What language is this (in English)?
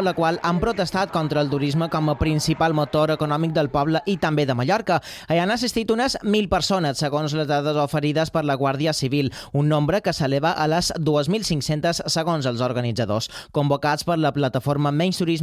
Catalan